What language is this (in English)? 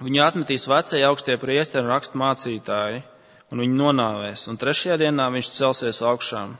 Latvian